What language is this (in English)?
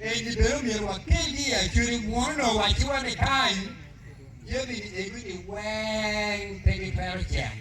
Acoli